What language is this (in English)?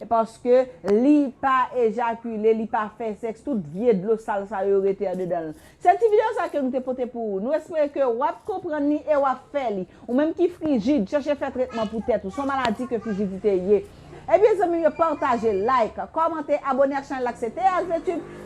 Haitian Creole